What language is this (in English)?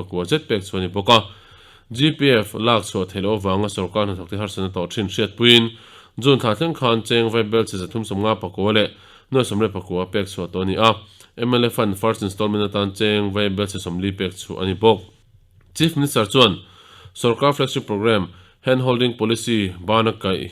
Mizo